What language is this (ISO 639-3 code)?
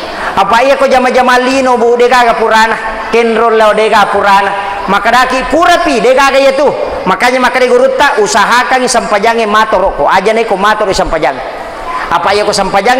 bug